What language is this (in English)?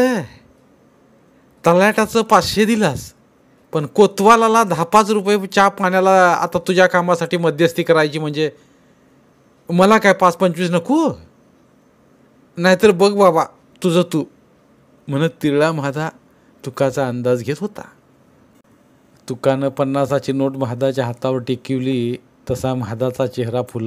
Marathi